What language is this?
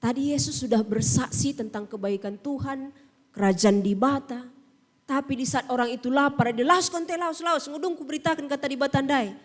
Batak Karo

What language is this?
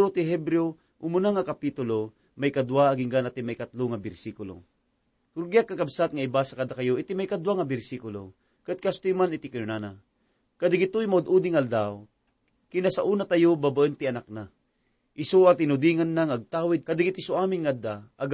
Iloko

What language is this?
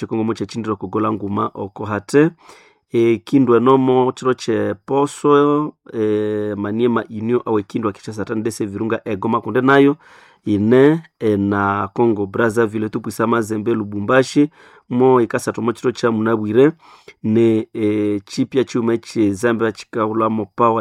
Nande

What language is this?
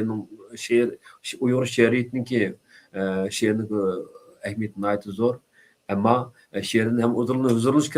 Uyghur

